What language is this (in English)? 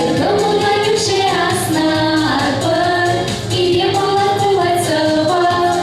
Chuvash